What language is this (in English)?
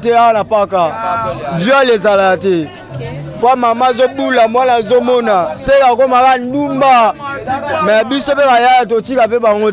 Lingala